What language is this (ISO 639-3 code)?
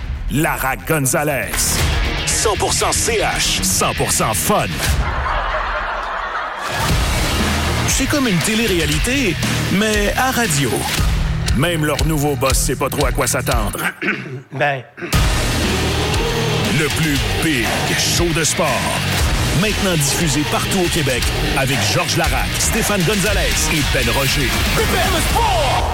fra